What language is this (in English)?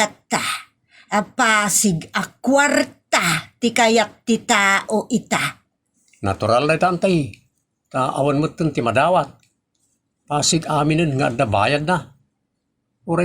Iloko